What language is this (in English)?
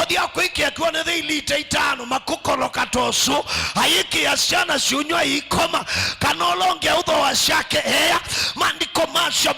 Kamba